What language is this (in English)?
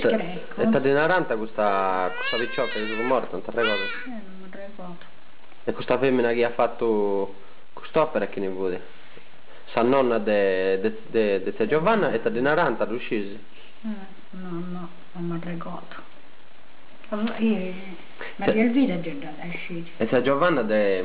Sardinian